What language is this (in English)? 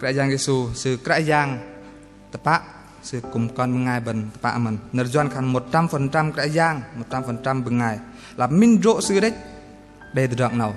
Bahnar